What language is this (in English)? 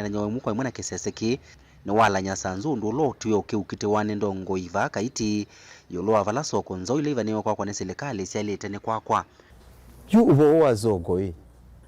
Kamba